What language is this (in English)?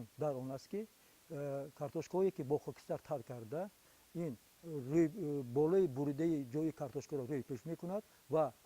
Tajik